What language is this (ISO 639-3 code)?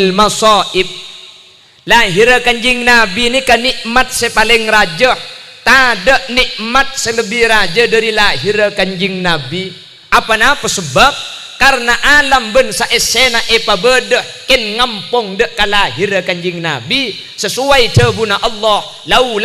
mad